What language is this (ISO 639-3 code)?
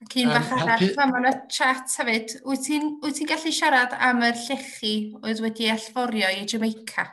cym